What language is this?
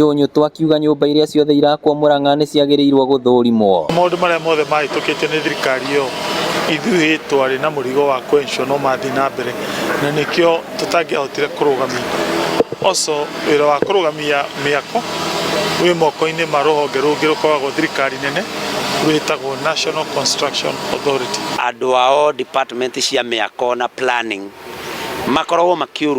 Kikuyu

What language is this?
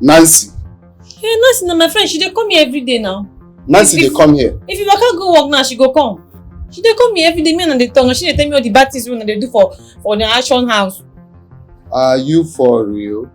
Nigerian Pidgin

